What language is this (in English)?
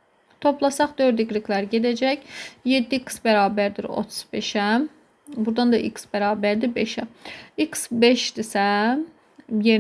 Azerbaijani